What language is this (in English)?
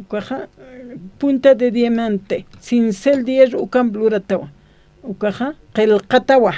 Aymara